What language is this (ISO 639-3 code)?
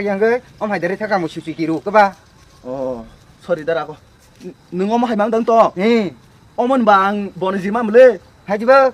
trp